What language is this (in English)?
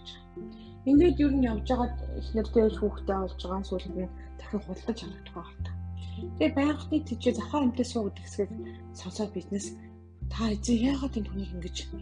Mongolian